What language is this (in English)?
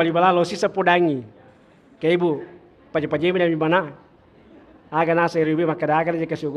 Buginese